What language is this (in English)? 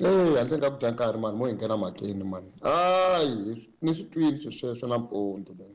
Tsonga